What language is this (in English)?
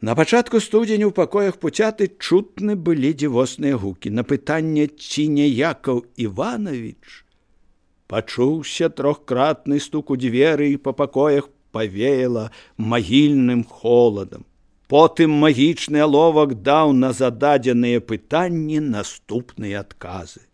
Belarusian